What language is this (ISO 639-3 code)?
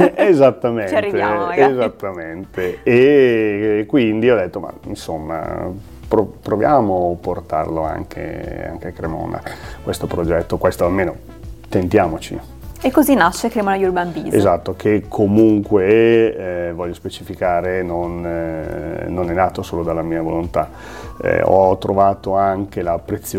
ita